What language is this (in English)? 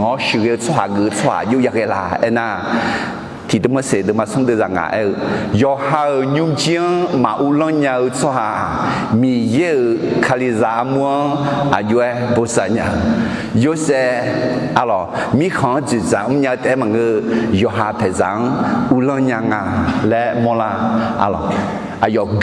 Akha